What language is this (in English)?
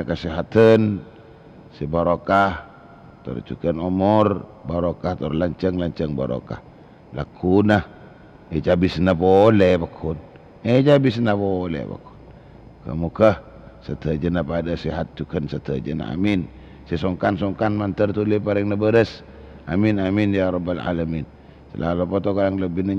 Madurese